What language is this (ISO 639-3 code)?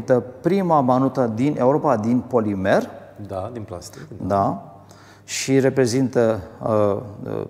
ron